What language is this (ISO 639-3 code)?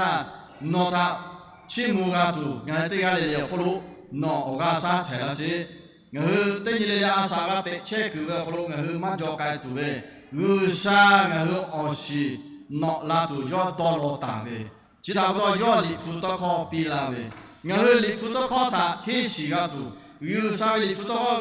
lhu